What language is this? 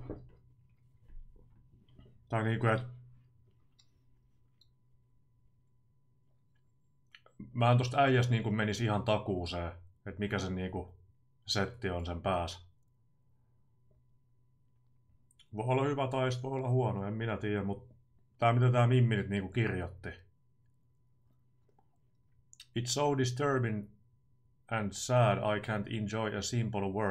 Finnish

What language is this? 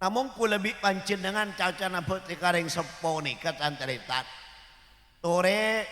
Madurese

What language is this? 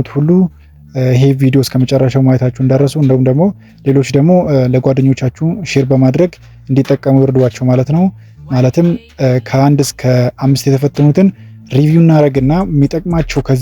Amharic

